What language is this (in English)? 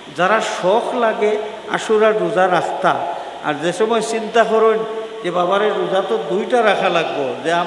Sylheti